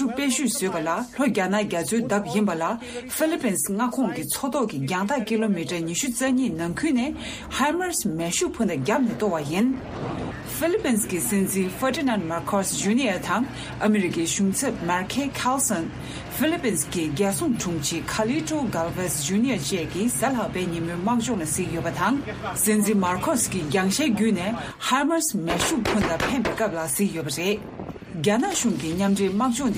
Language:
Tibetan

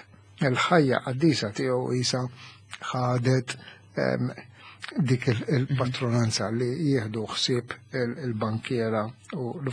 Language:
Maltese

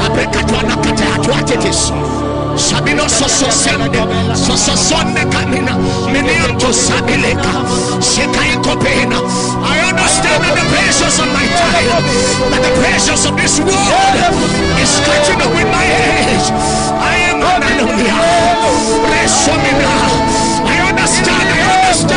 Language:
English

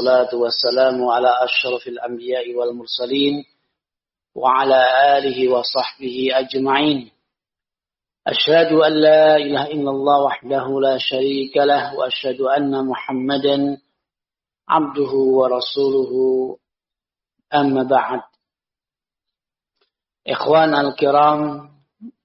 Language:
Indonesian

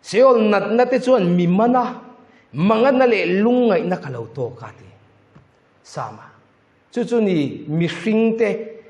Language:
Mizo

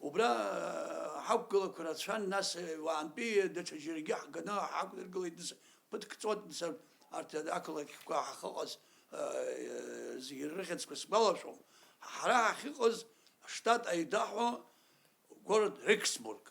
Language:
Abkhazian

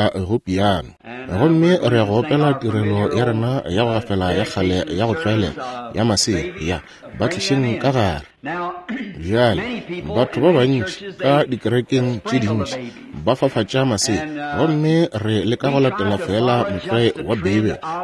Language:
Northern Sotho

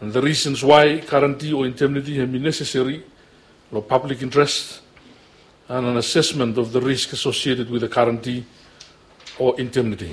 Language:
Bislama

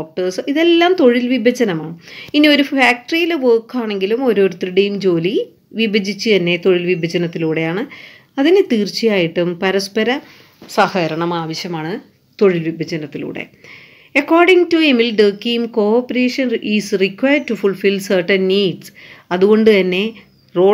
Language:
Malayalam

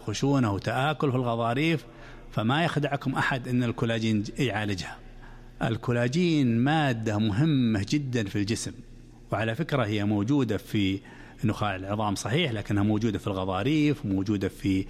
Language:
Arabic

